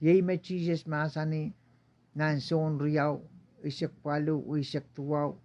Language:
Pohnpeian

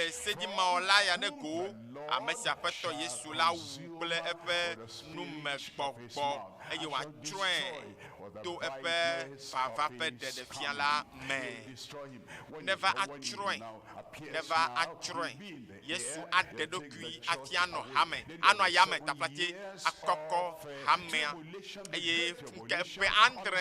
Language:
Ewe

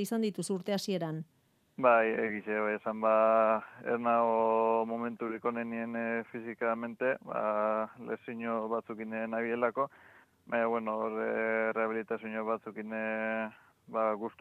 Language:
Basque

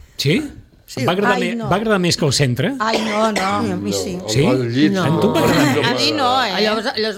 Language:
Catalan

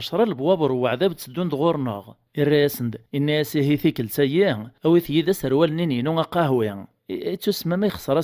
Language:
Kabyle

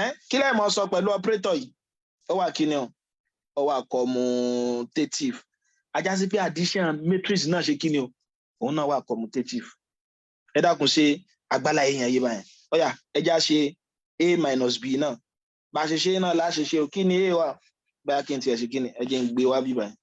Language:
Yoruba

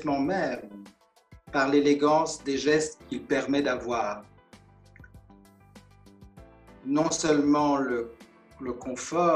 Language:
French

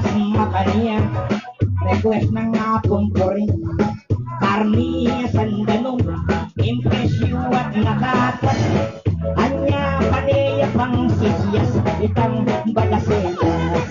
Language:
Pampanga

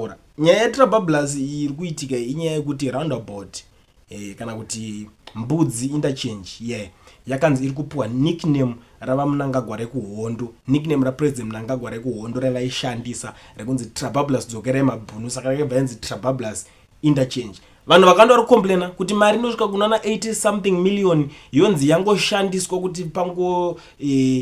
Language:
Shona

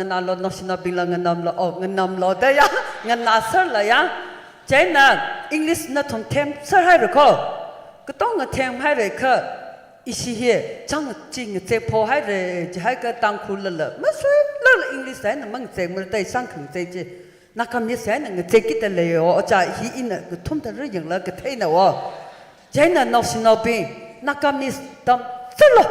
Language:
Tangkhul Naga (India)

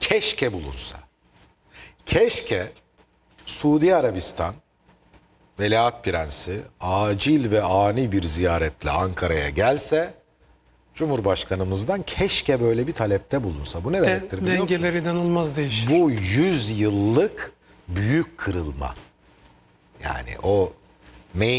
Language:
Turkish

